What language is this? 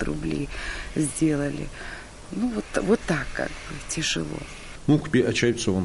Abkhazian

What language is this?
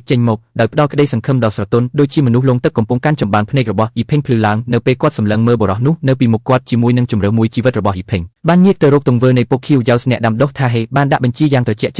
Khmer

